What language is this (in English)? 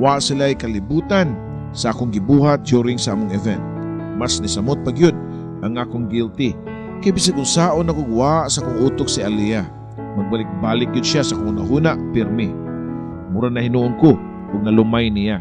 Cebuano